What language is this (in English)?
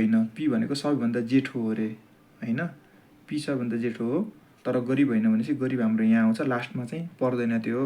Nepali